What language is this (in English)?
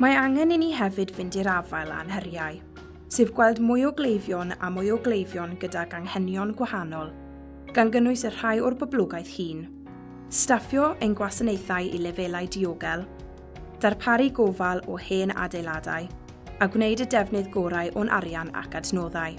Welsh